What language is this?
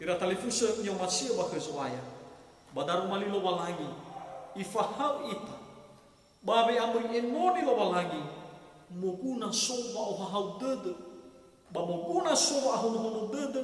Nias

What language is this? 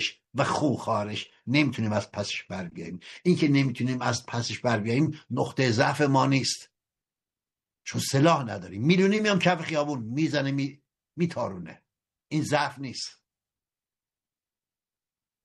Persian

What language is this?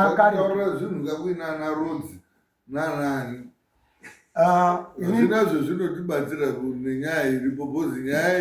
Shona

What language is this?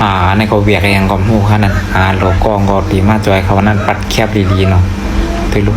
Shan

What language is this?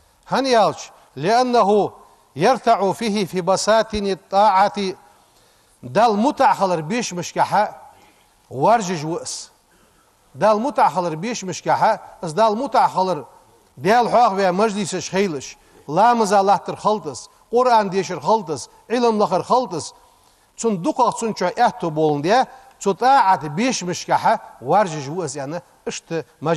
Ingush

